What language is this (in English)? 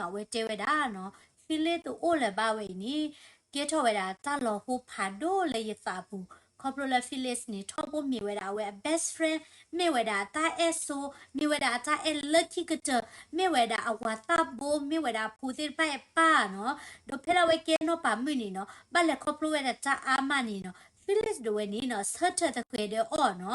S'gaw Karen